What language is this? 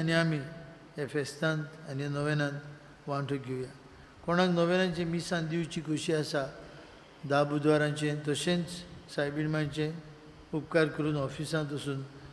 Konkani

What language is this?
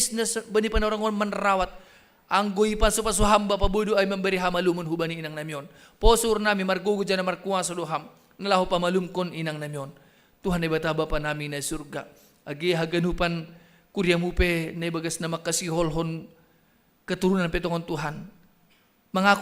Batak Simalungun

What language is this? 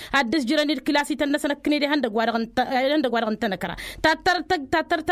Tamasheq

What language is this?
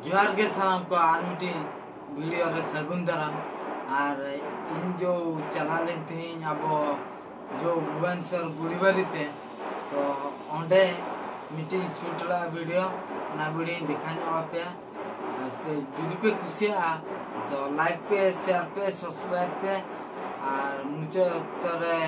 Santali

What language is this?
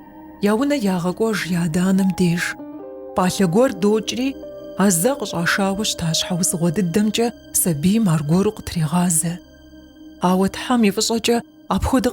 Kabardian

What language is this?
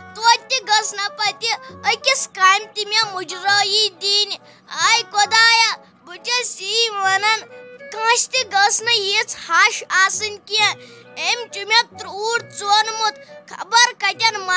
Kashmiri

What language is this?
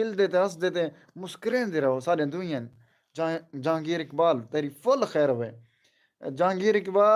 Saraiki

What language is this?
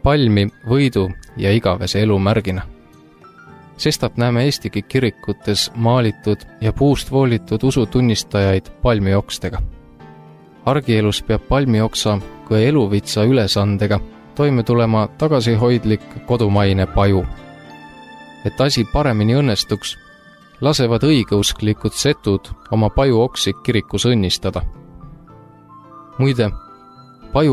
Estonian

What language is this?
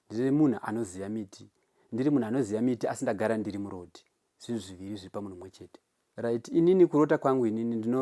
Shona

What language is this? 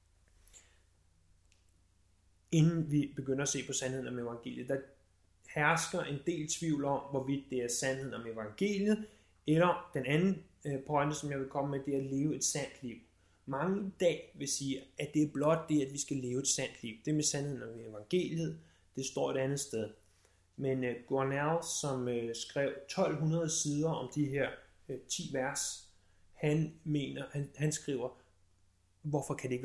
Danish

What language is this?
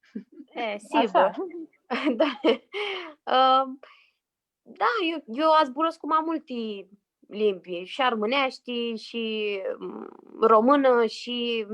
Aromanian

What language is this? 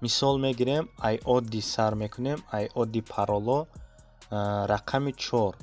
Tajik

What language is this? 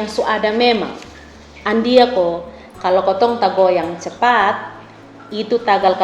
Kupang Malay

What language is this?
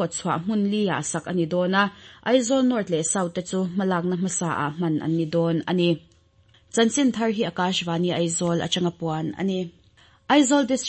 Mizo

